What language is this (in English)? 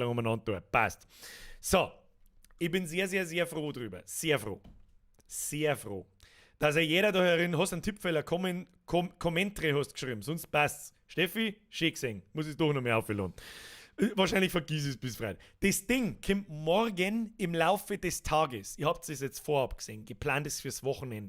Bavarian